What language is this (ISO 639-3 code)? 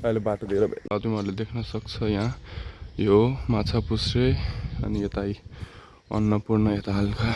nep